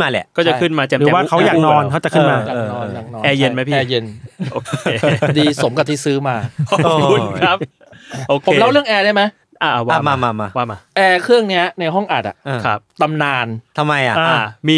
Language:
Thai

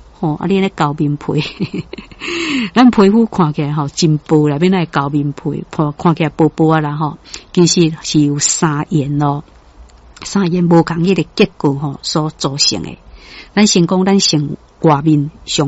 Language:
Min Nan Chinese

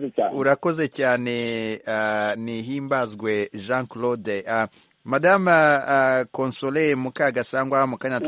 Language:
Kinyarwanda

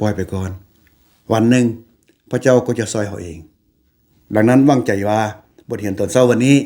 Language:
Lao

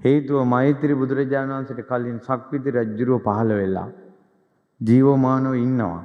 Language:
Sinhala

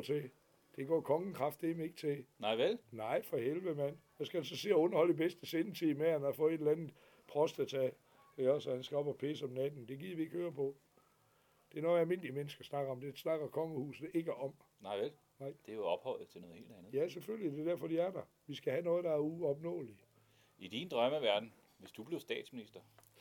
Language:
Danish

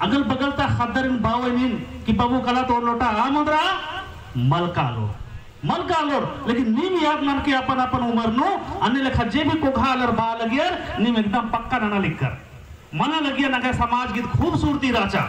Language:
Kurukh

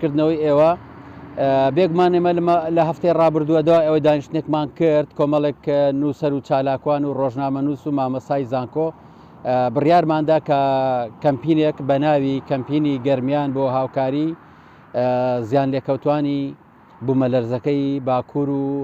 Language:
Central Kurdish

